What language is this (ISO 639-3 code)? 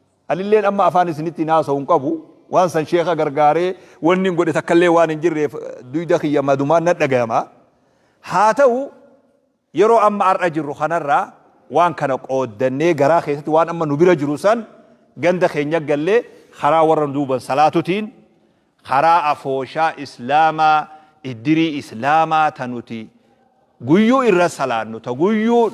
orm